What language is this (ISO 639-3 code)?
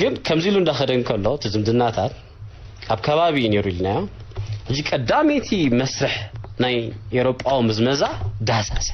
tir